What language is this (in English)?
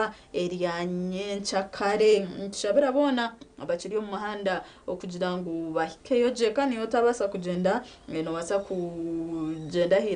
Nyankole